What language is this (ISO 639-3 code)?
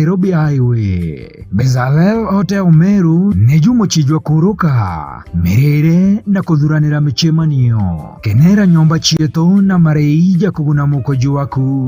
mer